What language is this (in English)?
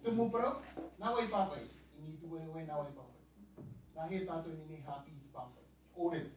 Tahitian